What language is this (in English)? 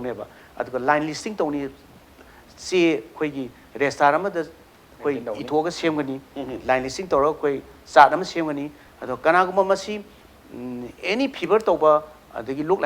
Manipuri